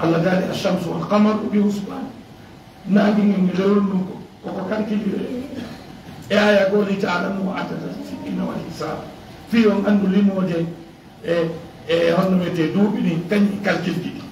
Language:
Fula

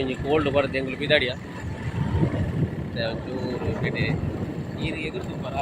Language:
Tulu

